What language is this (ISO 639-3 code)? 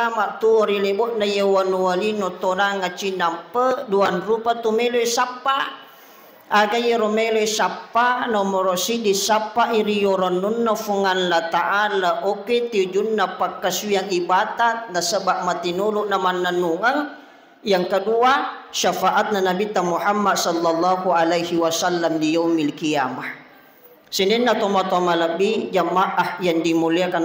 bug